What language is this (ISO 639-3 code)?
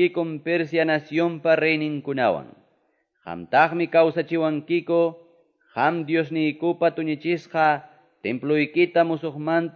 que